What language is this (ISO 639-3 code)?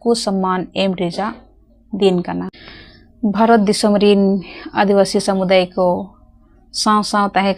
sat